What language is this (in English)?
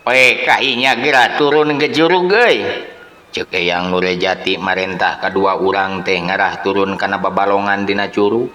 Sundanese